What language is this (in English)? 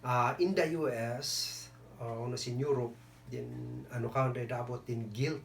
Kankanaey